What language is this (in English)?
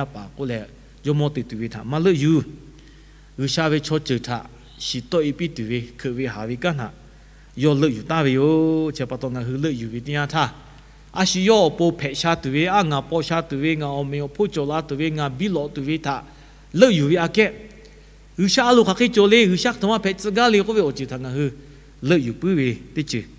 Lahu